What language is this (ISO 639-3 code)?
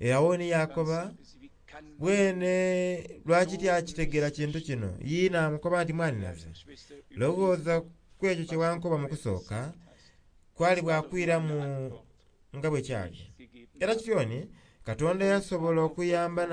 xog